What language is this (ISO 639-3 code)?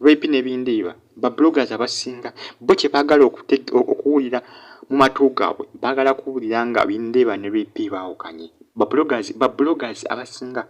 lug